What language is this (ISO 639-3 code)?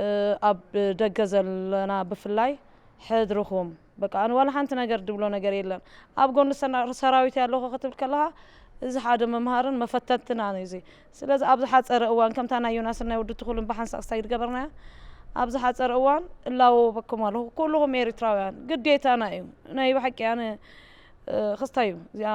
tir